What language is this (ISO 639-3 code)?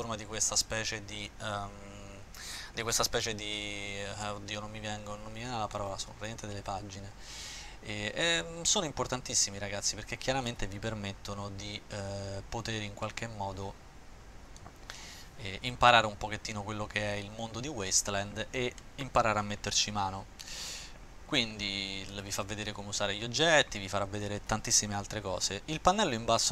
ita